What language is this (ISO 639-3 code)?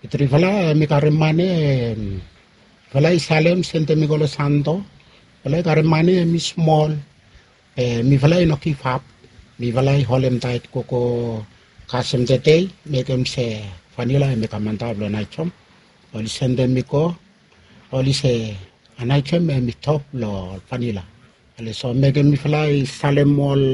bis